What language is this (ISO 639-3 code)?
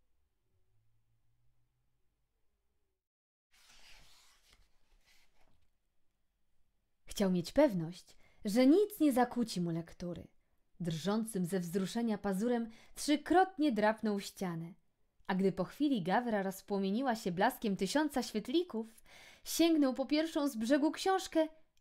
pol